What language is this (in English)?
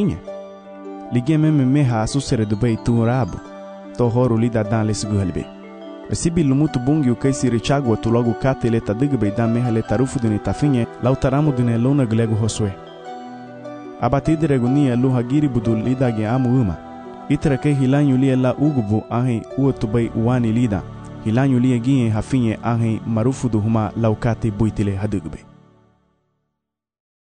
Garifuna